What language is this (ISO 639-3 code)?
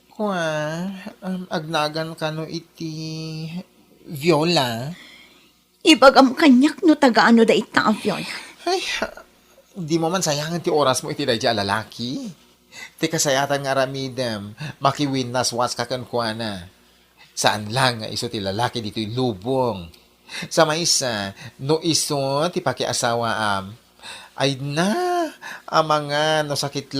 ilo